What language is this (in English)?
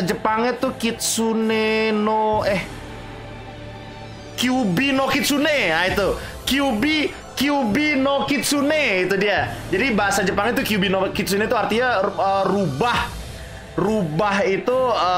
Indonesian